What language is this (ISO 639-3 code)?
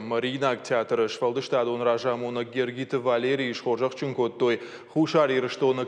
oss